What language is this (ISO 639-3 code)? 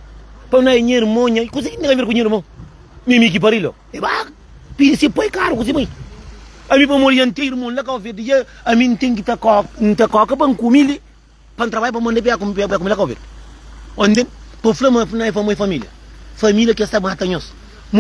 kea